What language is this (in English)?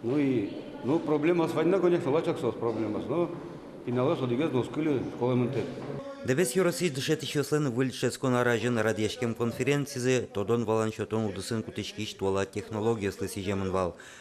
Udmurt